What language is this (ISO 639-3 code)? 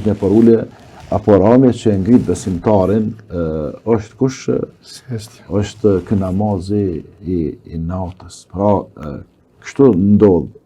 sqi